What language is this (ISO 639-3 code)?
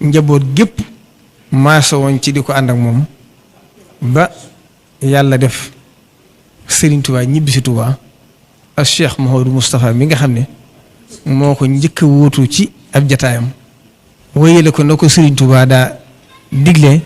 wol